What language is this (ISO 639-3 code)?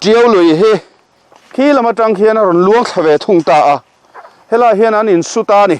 lus